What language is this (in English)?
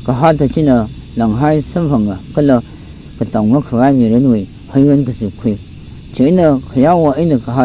Tangkhul Naga (India)